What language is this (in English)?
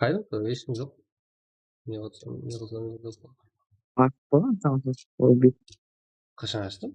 Kara-Kalpak